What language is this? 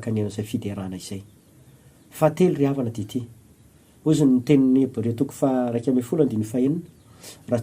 Malagasy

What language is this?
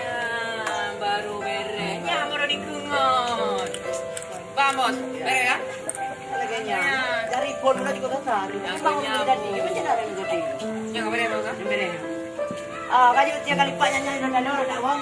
Achinese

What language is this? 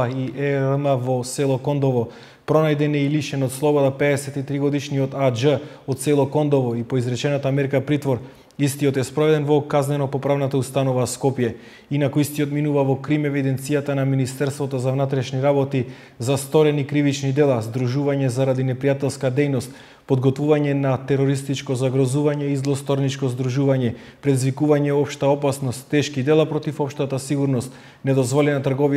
Macedonian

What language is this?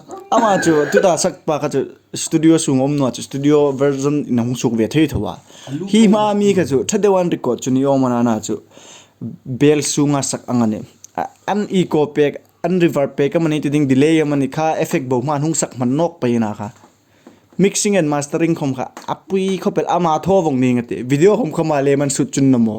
Hmar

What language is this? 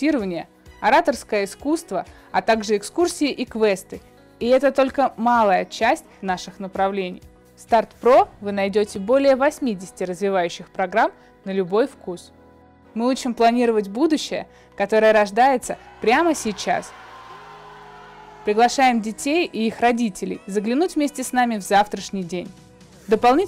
Russian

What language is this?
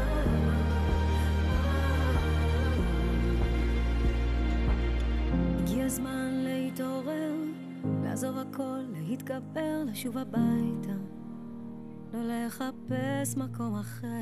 Hebrew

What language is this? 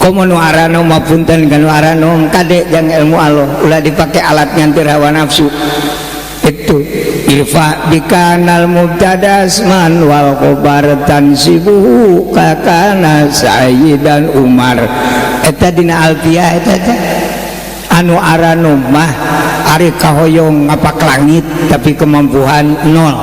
Sundanese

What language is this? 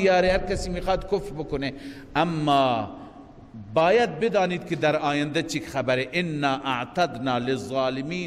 Persian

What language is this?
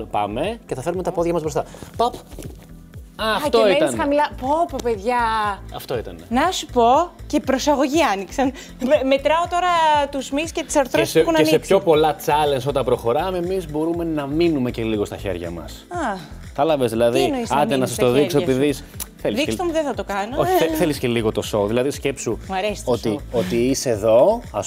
Greek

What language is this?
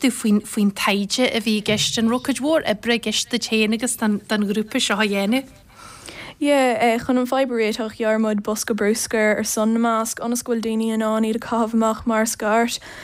Irish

